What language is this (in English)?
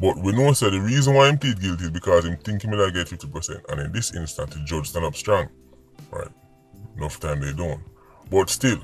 Jamaican Creole English